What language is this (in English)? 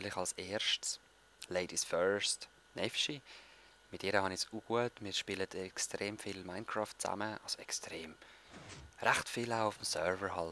Swiss German